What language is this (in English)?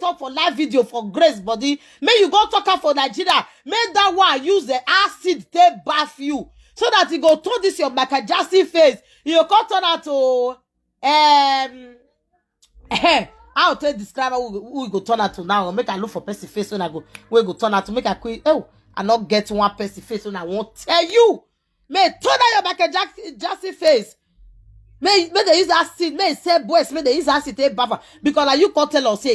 Nigerian Pidgin